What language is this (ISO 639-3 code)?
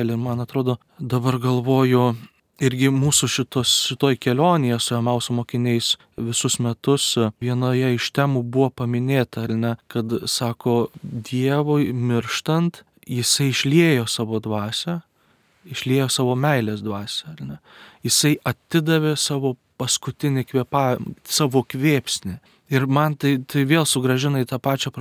lit